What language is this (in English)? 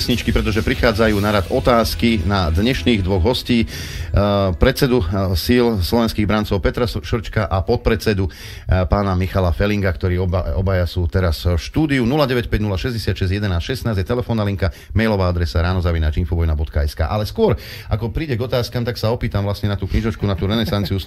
Slovak